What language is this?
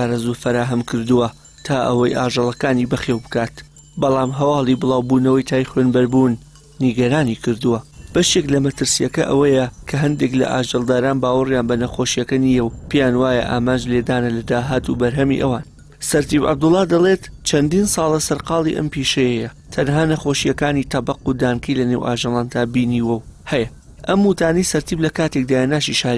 Central Kurdish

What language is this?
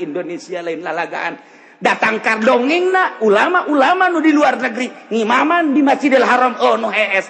Sundanese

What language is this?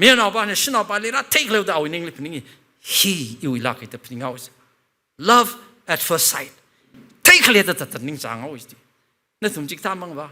Tangkhul Naga (India)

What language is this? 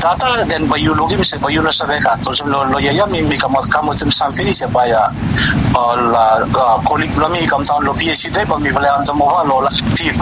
Bislama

